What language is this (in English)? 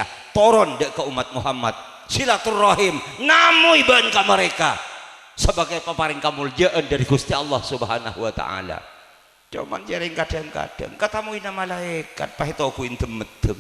Madurese